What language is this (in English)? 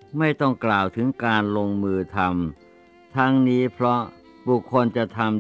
Thai